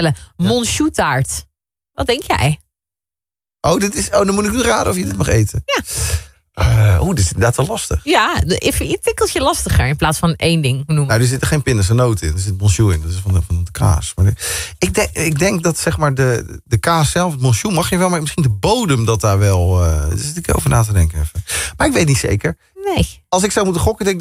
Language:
Dutch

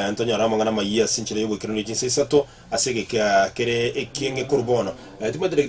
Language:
Gusii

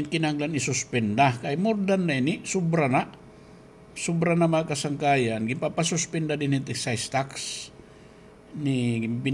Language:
Waray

